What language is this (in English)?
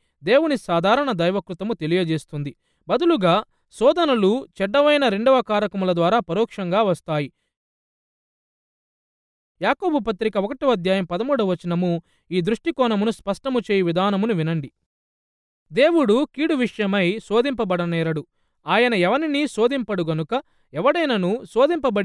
Telugu